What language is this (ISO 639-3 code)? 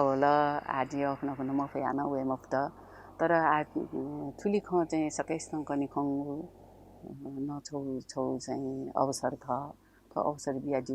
new